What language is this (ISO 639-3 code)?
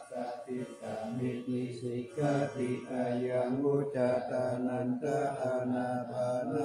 pli